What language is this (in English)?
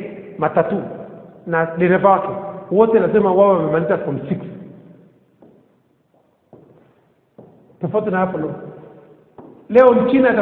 Swahili